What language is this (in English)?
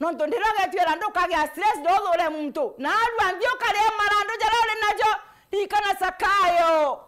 Meru